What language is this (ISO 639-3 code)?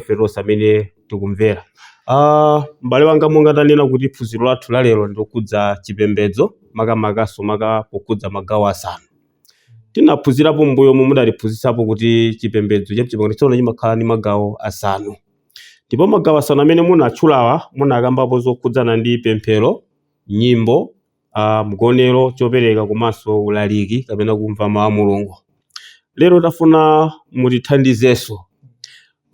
nya